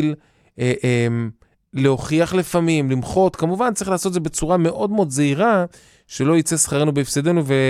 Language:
Hebrew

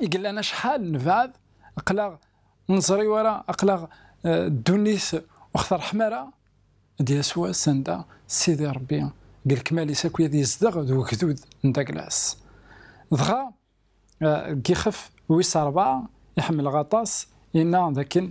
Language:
Kabyle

